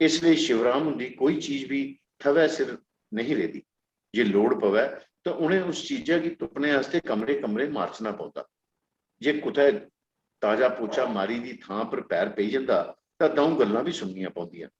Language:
Dogri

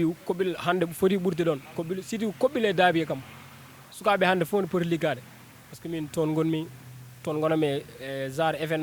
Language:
Fula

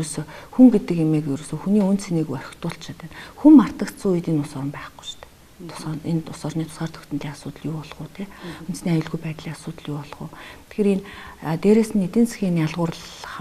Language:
Mongolian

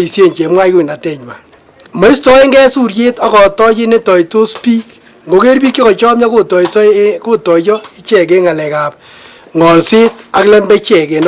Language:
Kalenjin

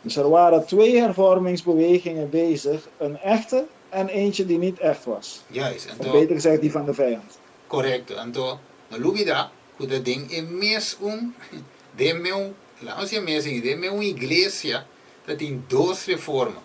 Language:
Papiamento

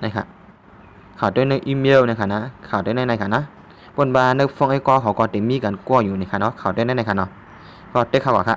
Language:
Shan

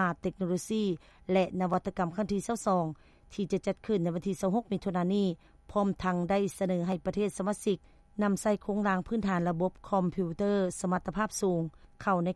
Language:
Lao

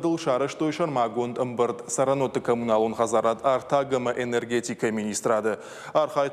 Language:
Ossetic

